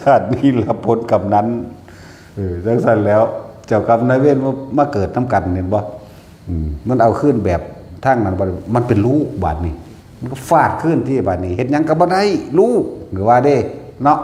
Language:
Northeastern Thai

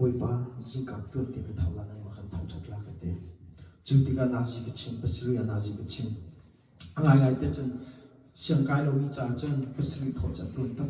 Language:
Hakha Chin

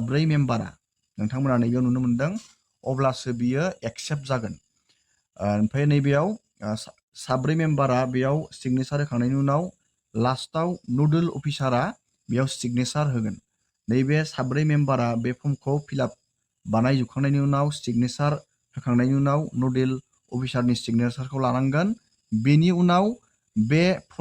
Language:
Bodo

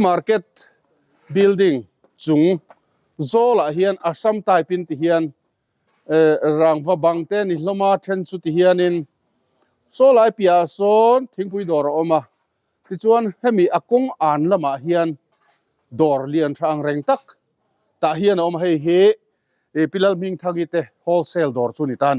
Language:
Mizo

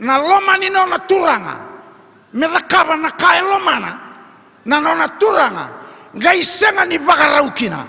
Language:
Fijian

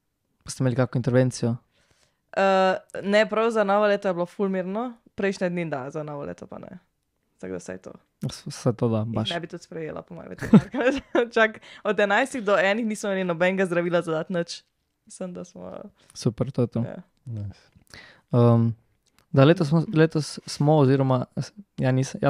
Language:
Slovenian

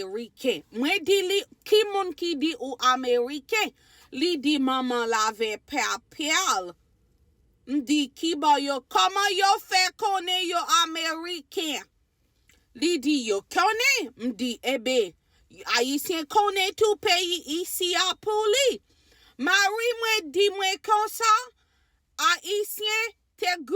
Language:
Haitian Creole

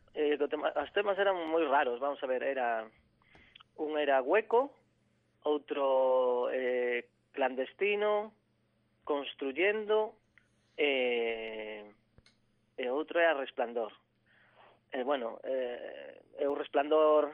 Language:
Galician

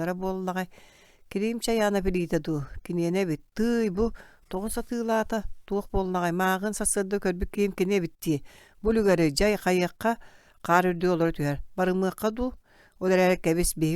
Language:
Yakut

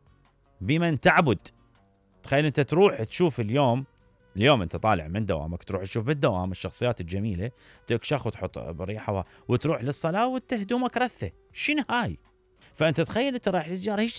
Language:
Mesopotamian Arabic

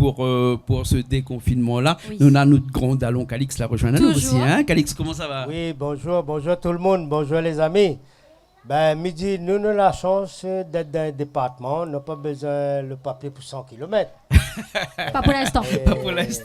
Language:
Réunion Creole French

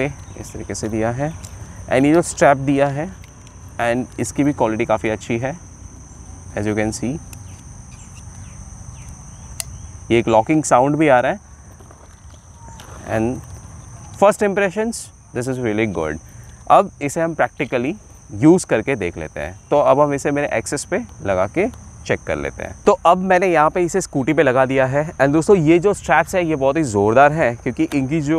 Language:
Hindi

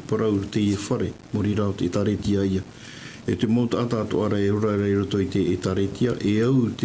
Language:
Tahitian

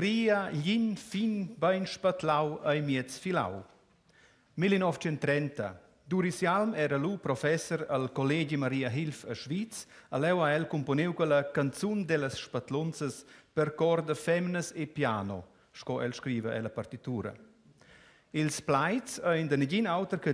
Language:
Romansh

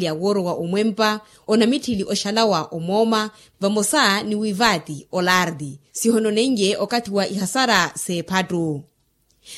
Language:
Makhuwa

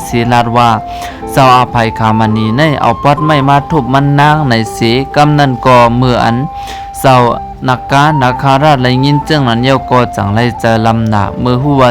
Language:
Shan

